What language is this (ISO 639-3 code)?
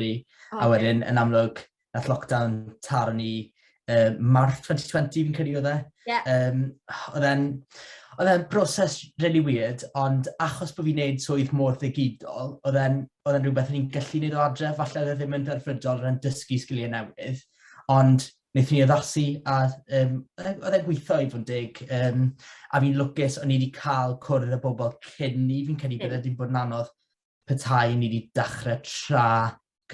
cym